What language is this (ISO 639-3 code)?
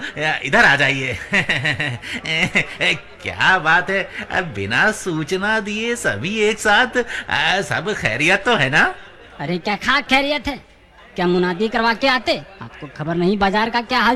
hin